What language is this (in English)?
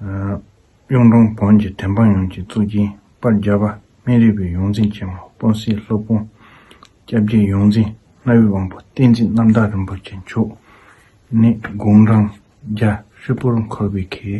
Tibetan